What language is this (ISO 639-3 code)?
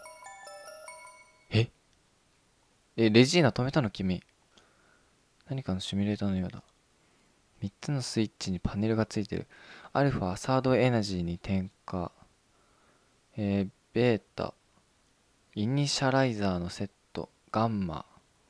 jpn